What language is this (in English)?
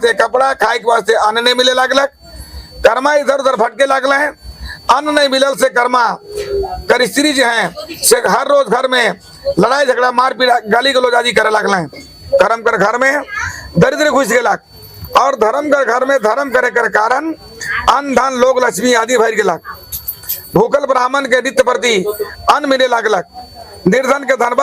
Sadri